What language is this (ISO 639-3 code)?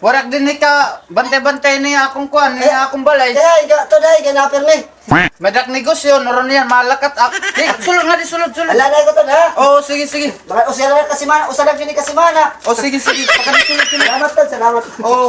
war